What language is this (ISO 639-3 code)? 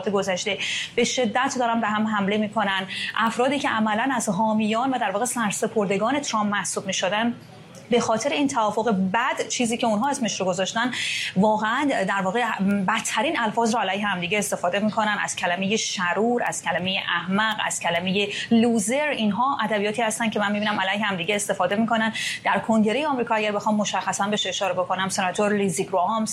fas